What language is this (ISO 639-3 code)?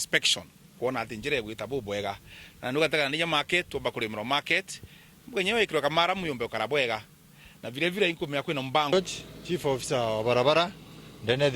mer